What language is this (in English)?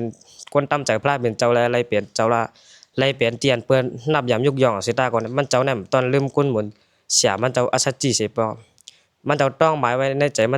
Shan